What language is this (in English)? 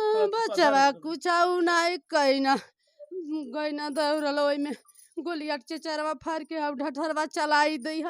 Bhojpuri